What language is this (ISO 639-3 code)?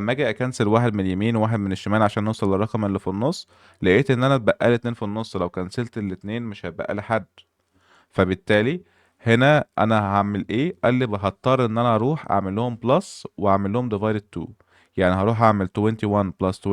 arz